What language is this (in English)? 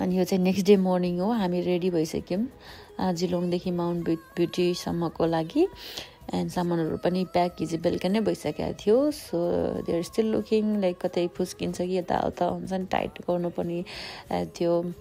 Nepali